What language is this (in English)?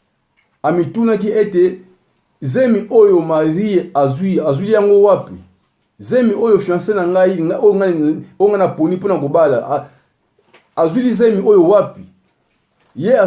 Lingala